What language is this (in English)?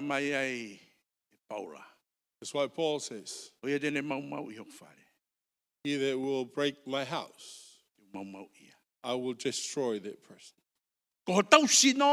Tongan